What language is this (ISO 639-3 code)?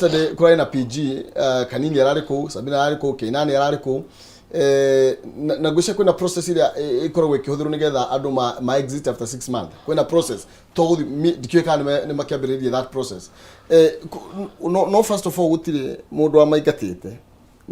kik